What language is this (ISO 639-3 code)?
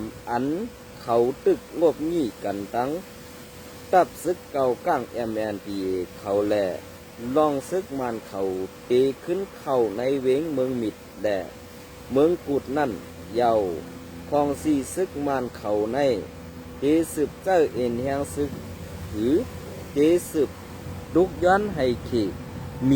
shn